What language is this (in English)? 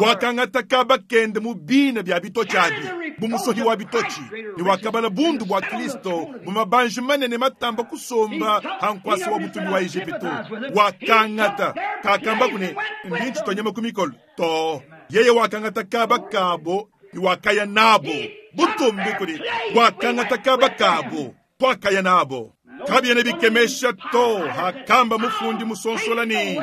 Luba-Lulua